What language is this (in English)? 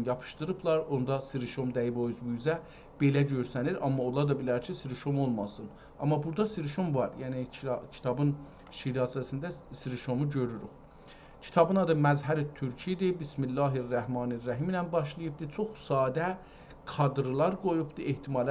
South Azerbaijani